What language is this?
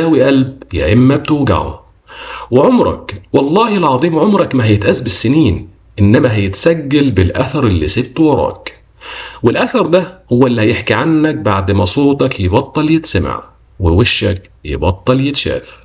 Egyptian Arabic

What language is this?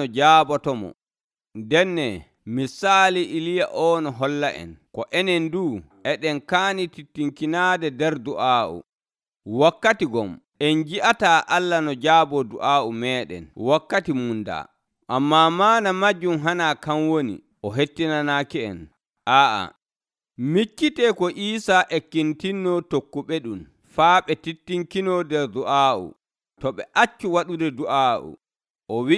Nigerian Fulfulde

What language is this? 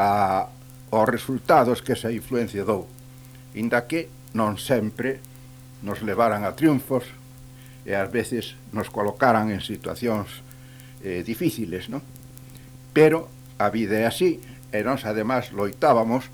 Galician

